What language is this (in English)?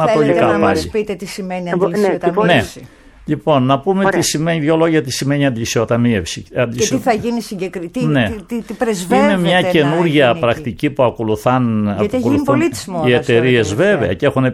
Greek